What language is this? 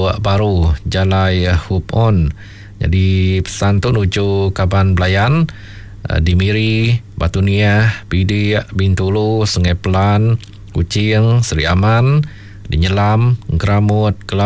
Iban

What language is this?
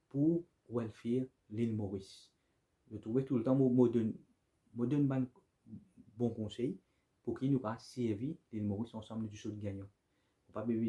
Morisyen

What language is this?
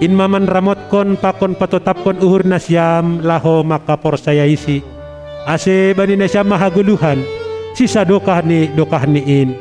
Batak Simalungun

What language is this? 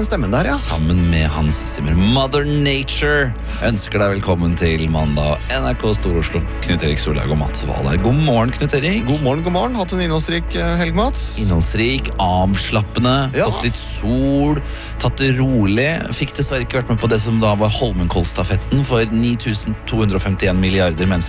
Norwegian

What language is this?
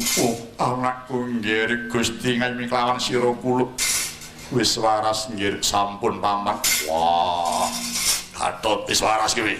Javanese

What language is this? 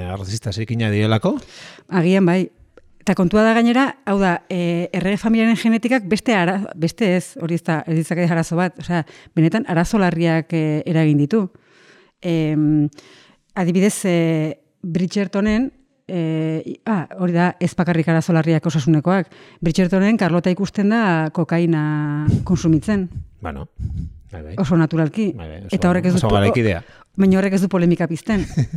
Basque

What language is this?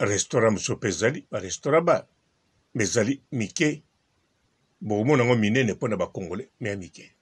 Lingala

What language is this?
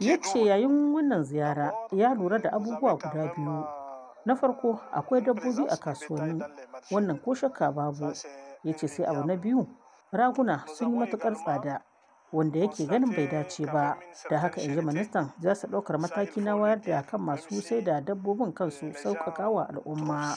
Hausa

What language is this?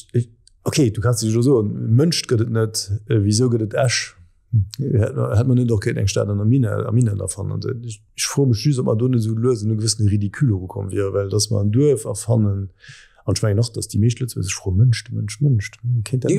Luxembourgish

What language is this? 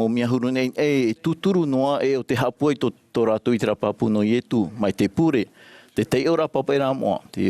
Tahitian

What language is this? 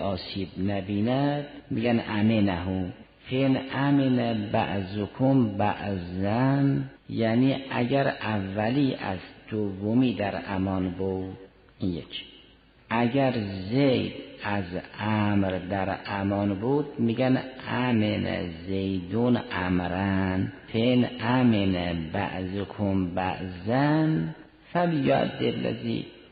Persian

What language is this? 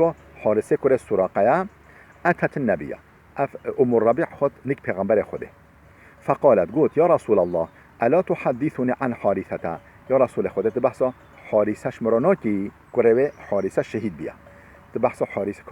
Kurdish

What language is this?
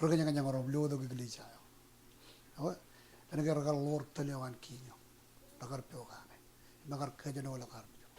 Marshallese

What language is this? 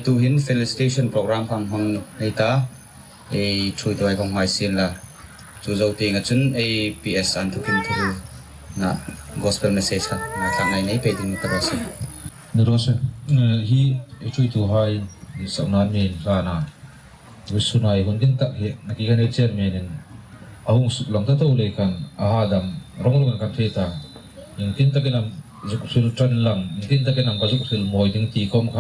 Hmar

